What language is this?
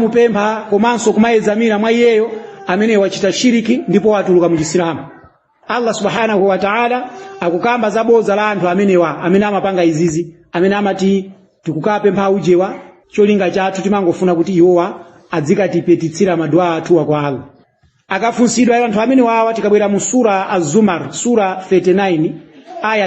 Nyanja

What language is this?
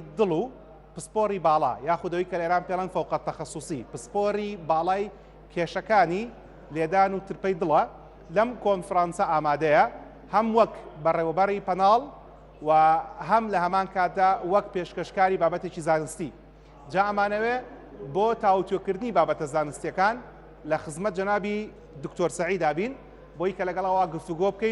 Central Kurdish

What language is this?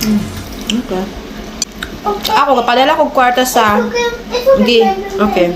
Cebuano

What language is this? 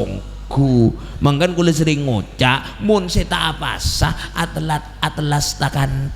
Madurese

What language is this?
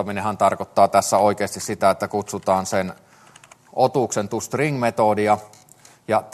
Finnish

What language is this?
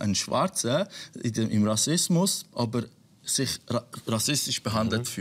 Swiss German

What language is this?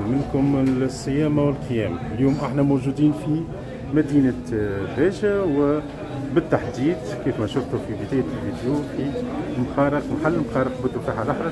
Tunisian Arabic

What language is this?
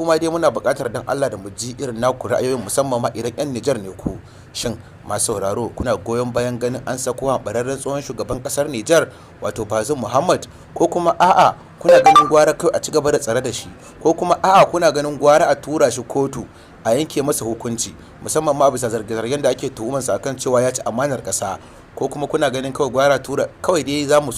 Hausa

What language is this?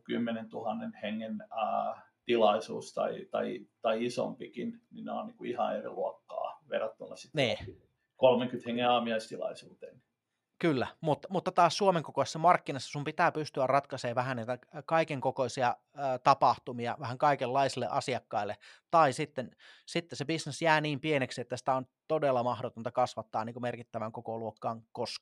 Finnish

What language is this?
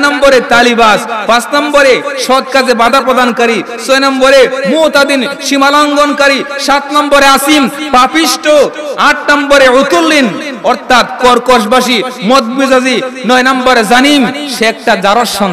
Bangla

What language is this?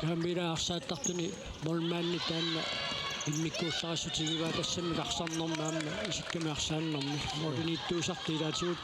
Kalaallisut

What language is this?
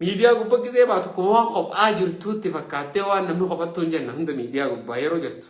Oromo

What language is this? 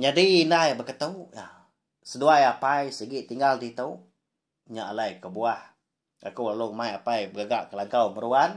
Iban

